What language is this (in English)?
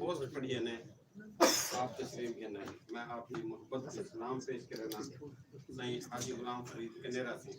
Saraiki